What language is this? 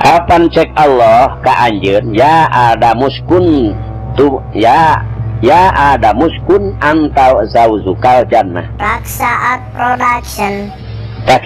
Sundanese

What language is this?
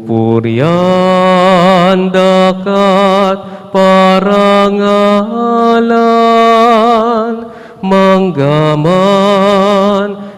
Pampanga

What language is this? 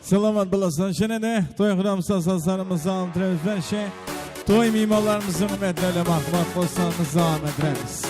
Kara-Kalpak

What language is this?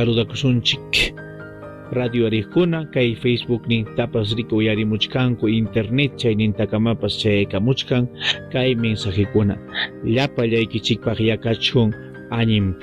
Ayacucho Quechua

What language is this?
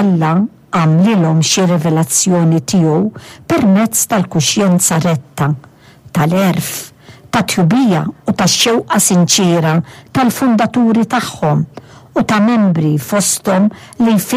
Maltese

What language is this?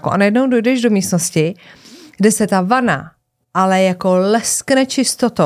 Czech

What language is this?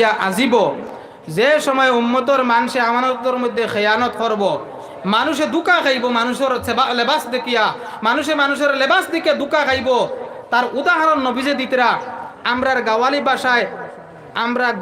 Sylheti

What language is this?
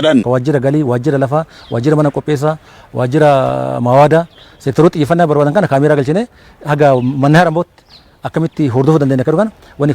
Oromo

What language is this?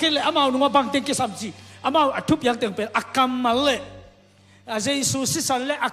Tedim Chin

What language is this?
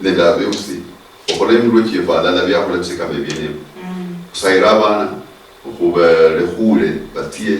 Luyia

